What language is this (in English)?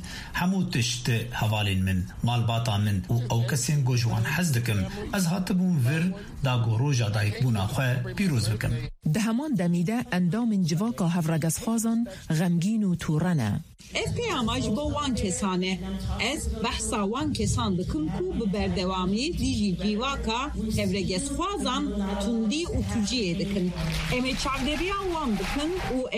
Kurdish